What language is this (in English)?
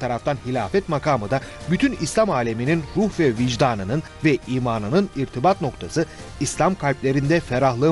Turkish